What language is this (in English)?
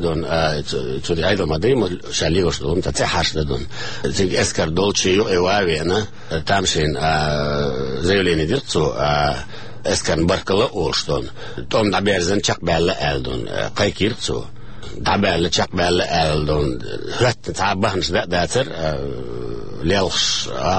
Chechen